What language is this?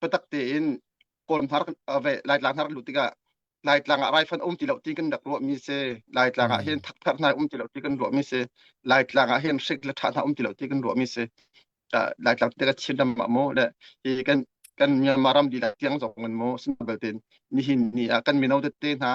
Hakha Chin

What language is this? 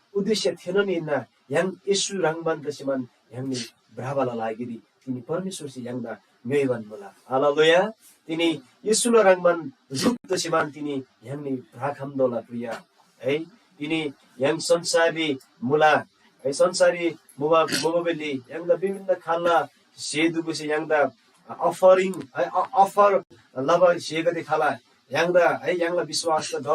Eastern Tamang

